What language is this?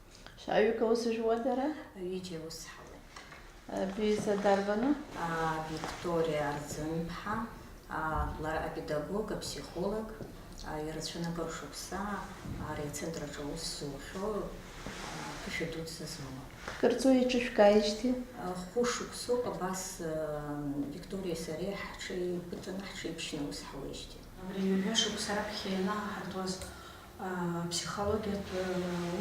Abkhazian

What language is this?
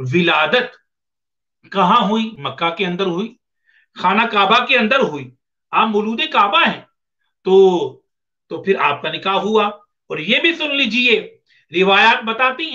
Urdu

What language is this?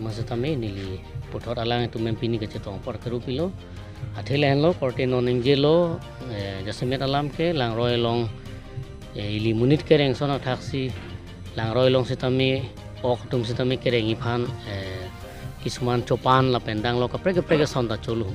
Karbi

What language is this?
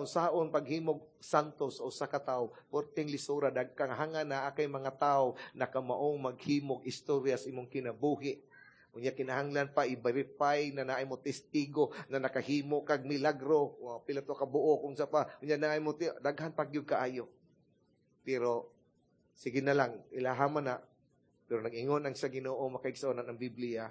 Cebuano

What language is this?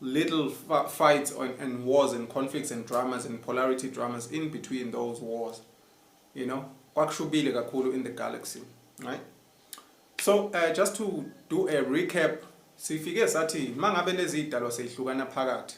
Zulu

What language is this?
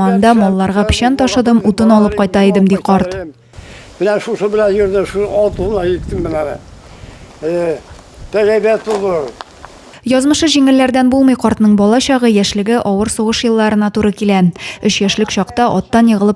Tatar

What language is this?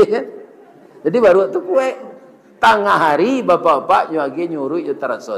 Minangkabau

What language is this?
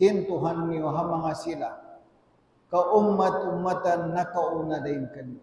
Tausug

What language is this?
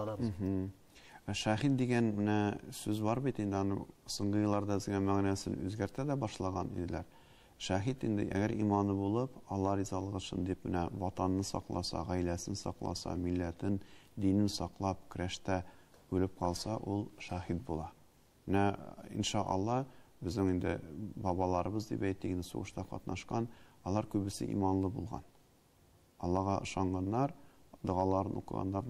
Tatar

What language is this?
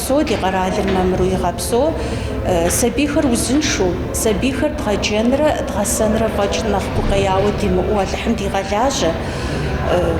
Kabardian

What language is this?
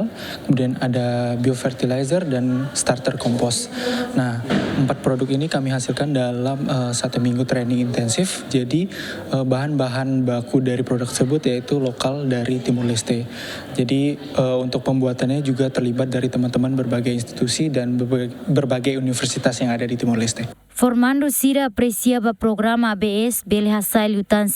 Tetum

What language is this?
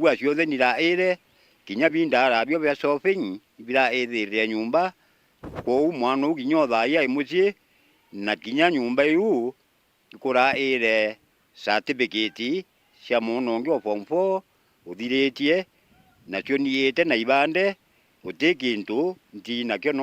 Meru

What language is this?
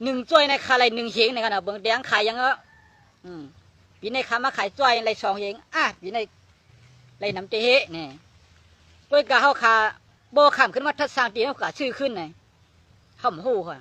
Shan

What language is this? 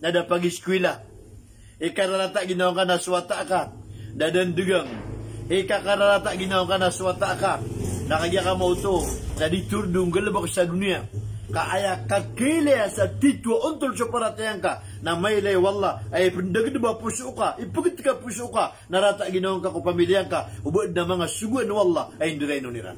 Maranao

